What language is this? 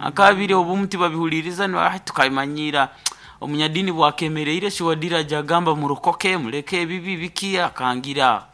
Nyankole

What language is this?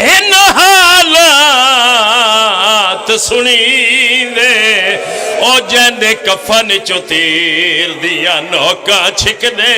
Pahari-Potwari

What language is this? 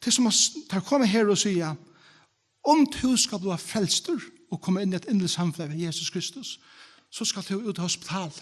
Faroese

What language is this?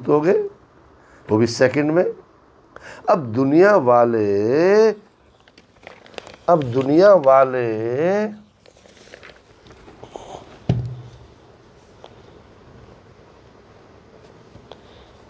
Hindi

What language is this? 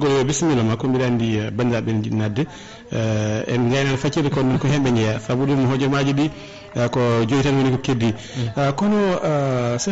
Fula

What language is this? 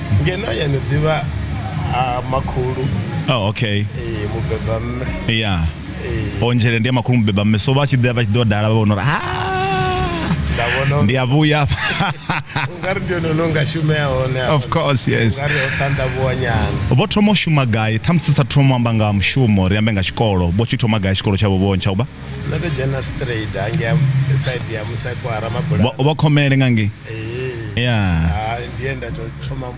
Venda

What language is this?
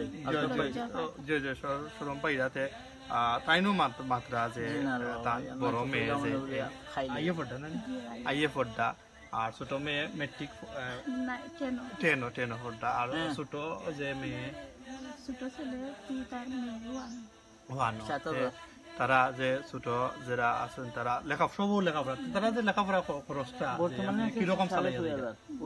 Sylheti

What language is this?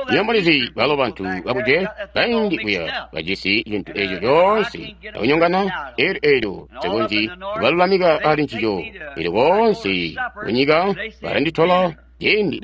Tonga (Zambia)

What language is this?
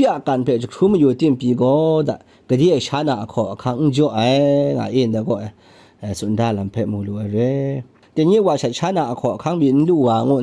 Kachin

